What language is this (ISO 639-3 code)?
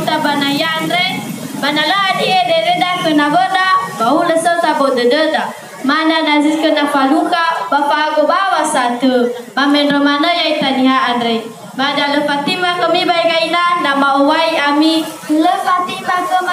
nia